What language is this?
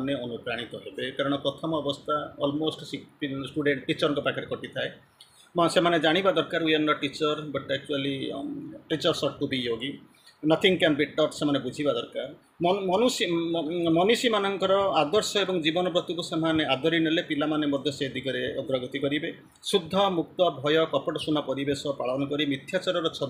Odia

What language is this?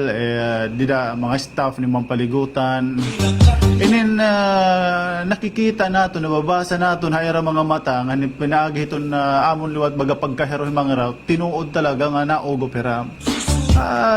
Waray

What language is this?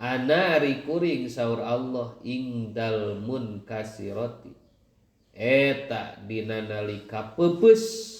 Sundanese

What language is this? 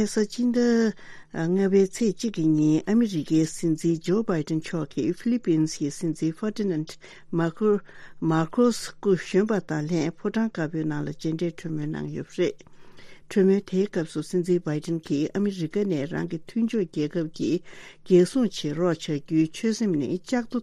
Tibetan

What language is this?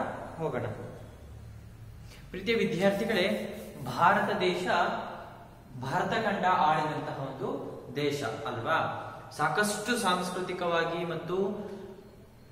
Kannada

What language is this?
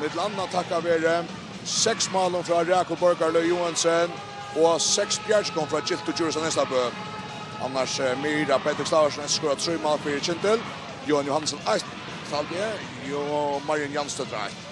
Faroese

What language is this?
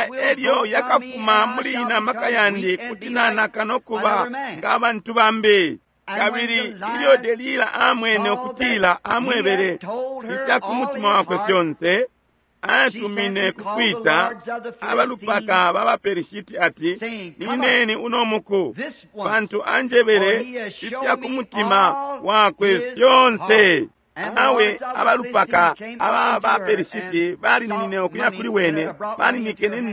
Bemba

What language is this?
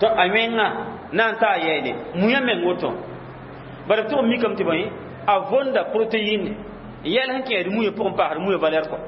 Mossi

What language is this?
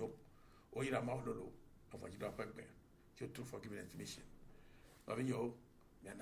Ewe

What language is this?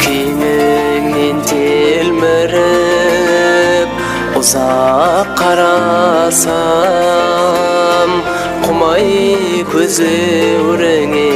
Kara-Kalpak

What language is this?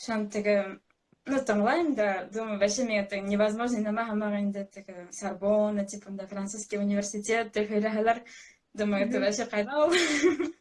Bashkir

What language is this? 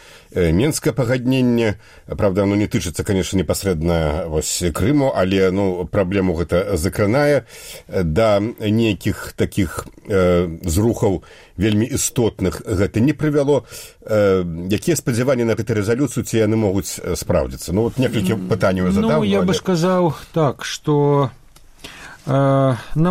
Belarusian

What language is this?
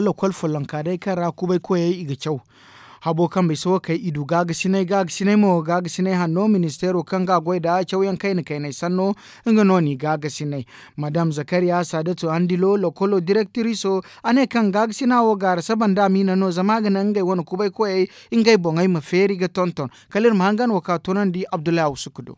Zarma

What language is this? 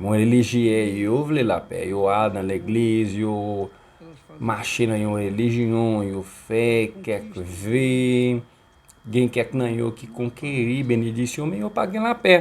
Haitian Creole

